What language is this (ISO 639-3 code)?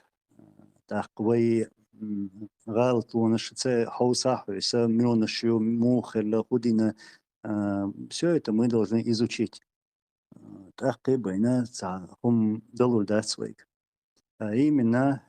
che